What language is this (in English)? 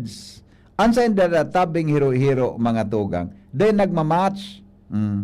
Bikol